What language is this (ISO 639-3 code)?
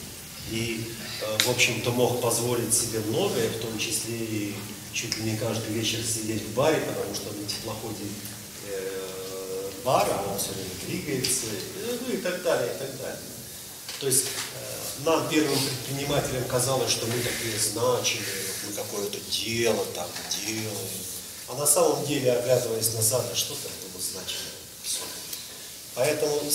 rus